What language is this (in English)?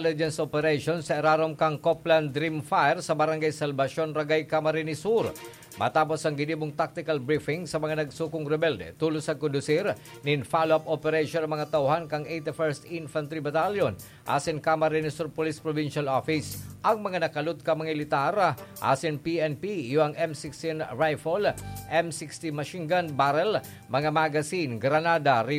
Bikol